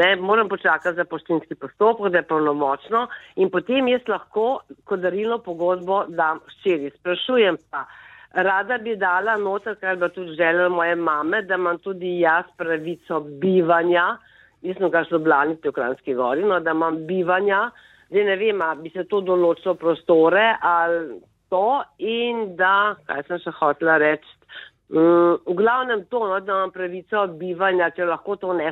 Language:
Slovenian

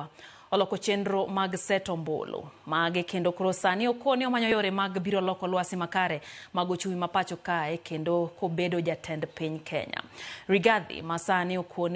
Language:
Luo (Kenya and Tanzania)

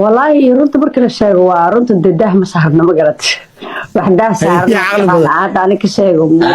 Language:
Somali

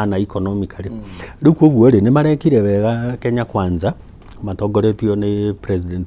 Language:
Kikuyu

